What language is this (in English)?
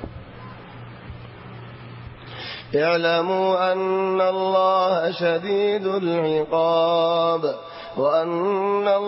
Arabic